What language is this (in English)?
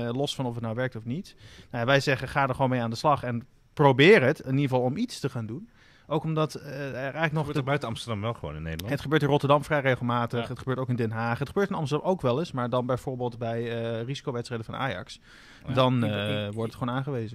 Dutch